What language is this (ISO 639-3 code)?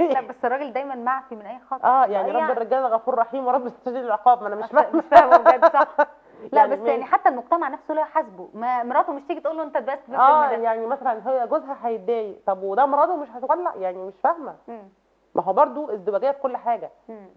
arz